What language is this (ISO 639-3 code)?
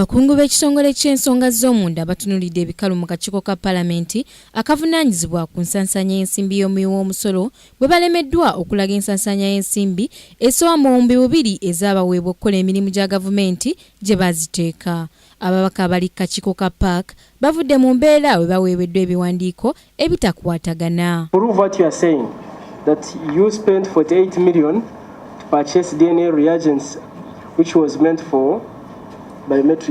lug